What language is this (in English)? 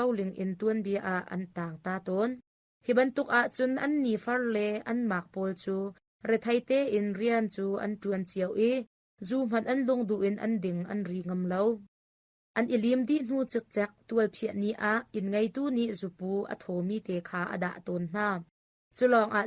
Hakha Chin